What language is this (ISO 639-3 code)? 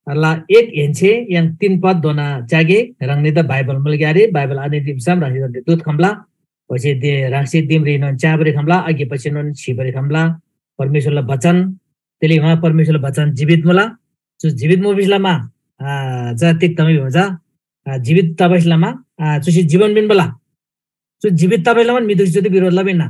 taj